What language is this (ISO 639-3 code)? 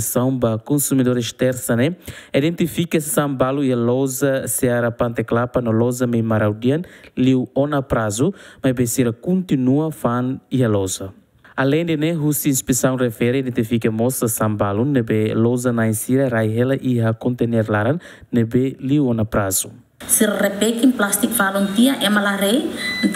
tet